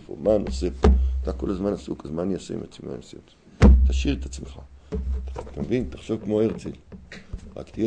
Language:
Hebrew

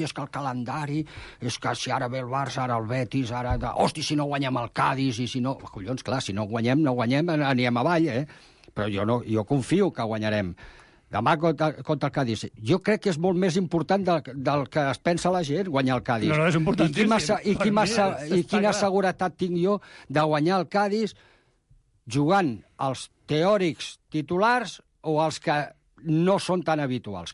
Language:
Catalan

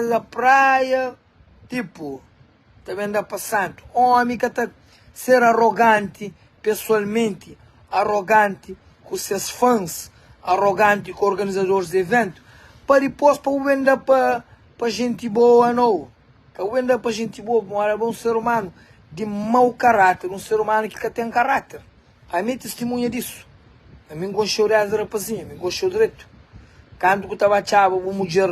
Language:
Kabuverdianu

